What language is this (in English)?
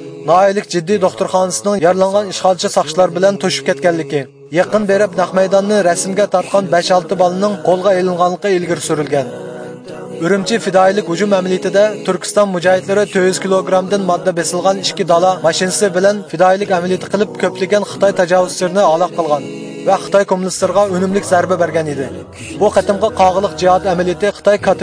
Uyghur